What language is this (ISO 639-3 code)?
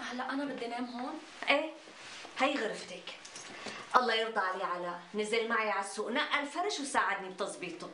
apc